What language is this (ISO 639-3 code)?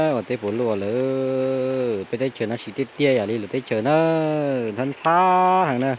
hmn